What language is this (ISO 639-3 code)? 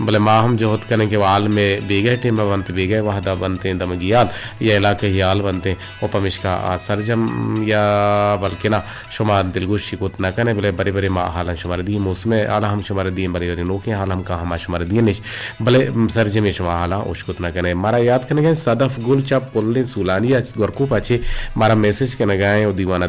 bgp